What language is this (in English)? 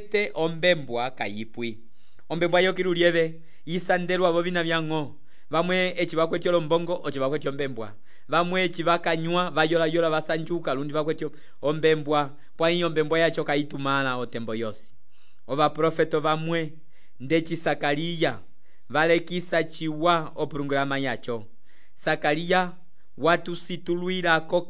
Umbundu